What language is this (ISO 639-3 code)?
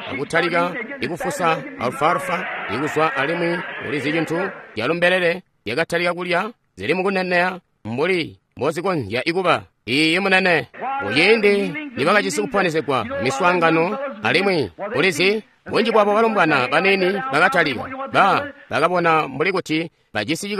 toi